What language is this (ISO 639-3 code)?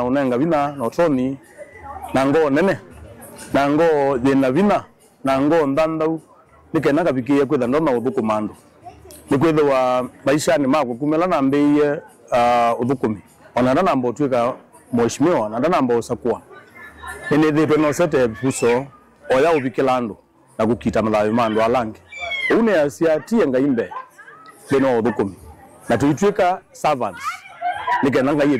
kam